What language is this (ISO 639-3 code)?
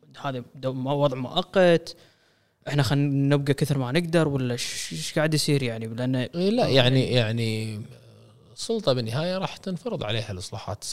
afb